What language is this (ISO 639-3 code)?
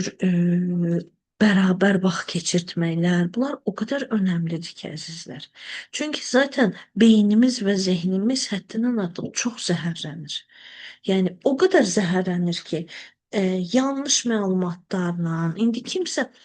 aze